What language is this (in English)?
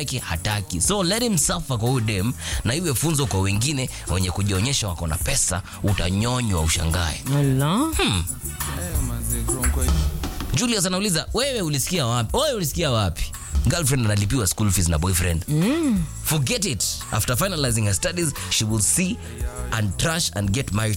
Swahili